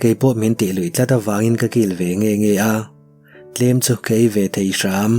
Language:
Mizo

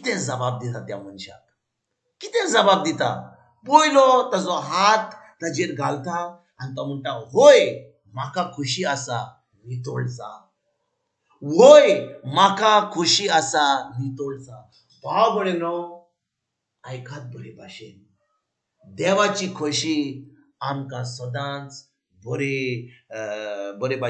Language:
Konkani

